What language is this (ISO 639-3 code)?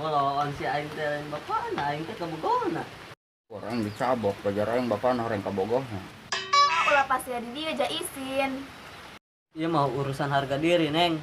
sun